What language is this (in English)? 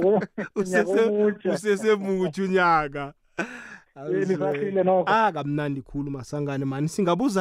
South Ndebele